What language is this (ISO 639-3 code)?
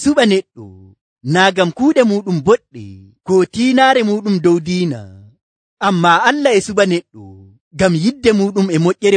fuv